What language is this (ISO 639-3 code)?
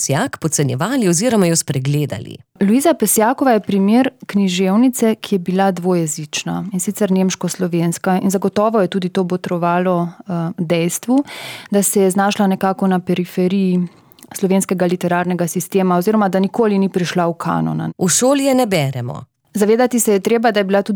slv